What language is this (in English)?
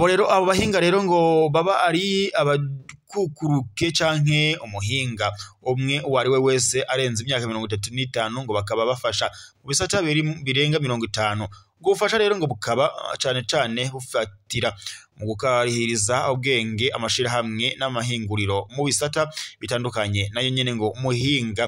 Rundi